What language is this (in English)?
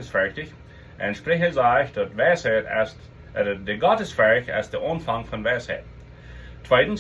Plautdietsch